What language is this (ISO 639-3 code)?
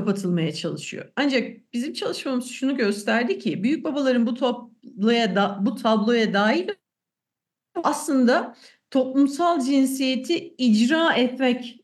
tur